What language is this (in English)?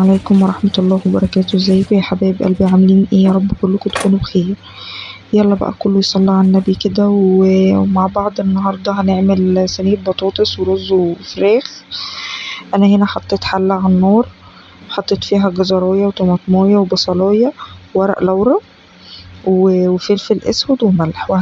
Egyptian Arabic